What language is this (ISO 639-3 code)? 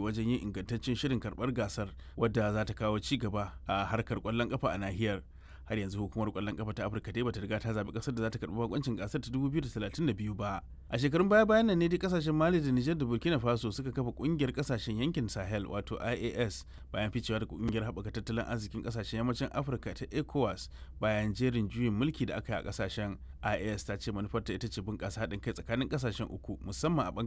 hau